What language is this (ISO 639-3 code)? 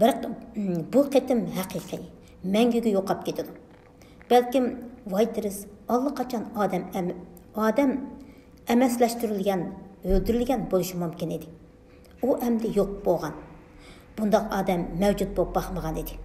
uig